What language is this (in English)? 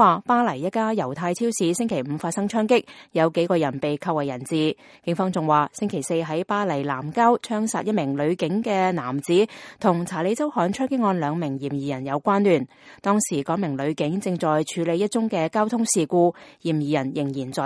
Cantonese